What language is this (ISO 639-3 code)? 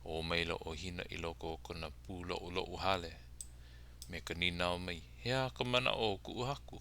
haw